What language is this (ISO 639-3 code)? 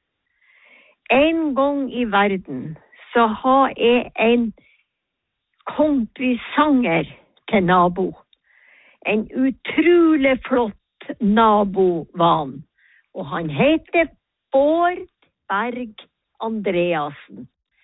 nor